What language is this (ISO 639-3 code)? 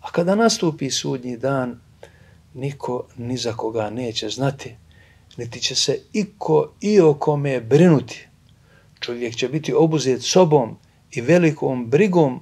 bos